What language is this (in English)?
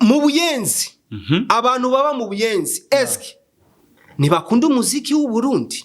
Rundi